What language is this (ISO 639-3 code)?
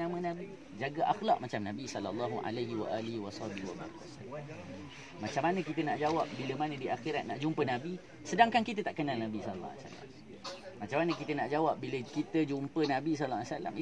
msa